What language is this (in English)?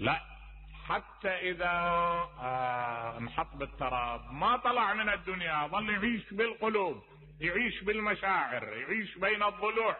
Mesopotamian Arabic